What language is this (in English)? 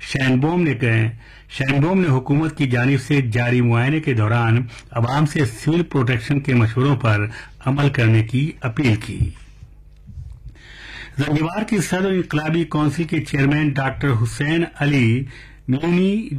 Urdu